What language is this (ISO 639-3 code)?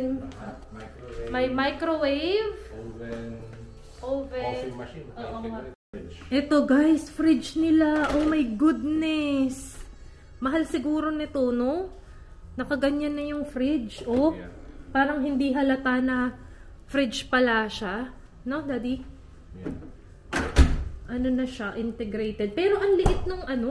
fil